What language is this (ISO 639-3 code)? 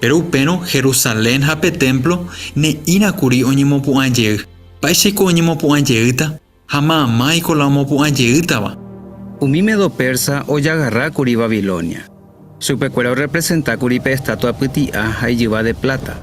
grn